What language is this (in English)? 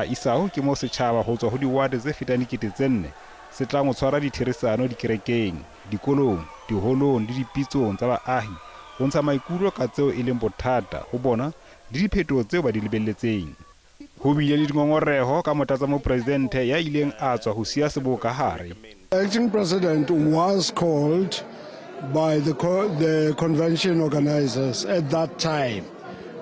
Southern Sotho